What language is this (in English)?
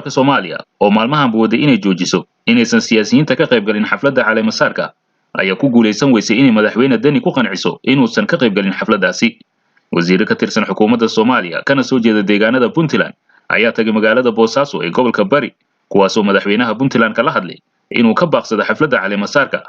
Somali